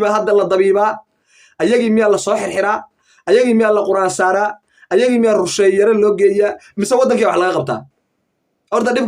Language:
Somali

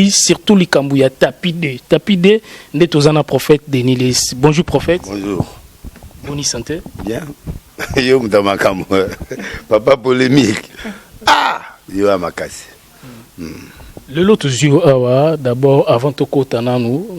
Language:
Lingala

